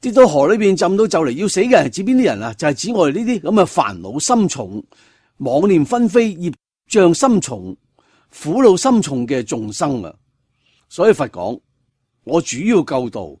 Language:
Cantonese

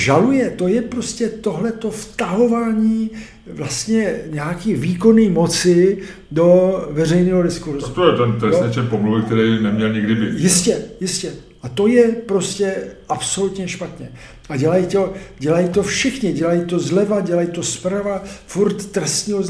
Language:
Czech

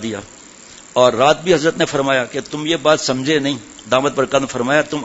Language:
Urdu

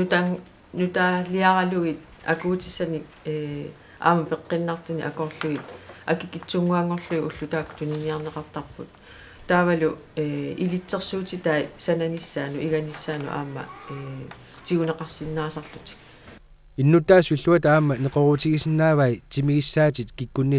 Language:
Kalaallisut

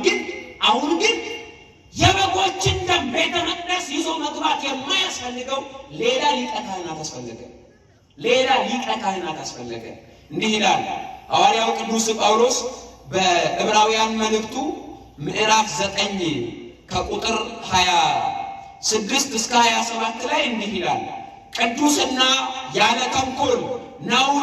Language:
Amharic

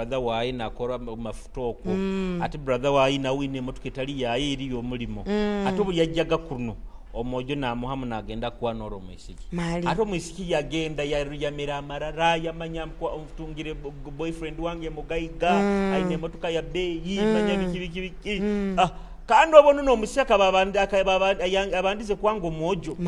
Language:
Nyoro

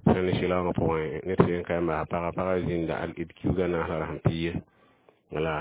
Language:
Mossi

